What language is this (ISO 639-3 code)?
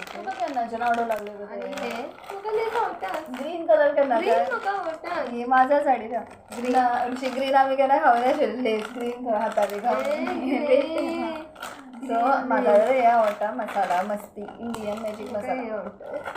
kok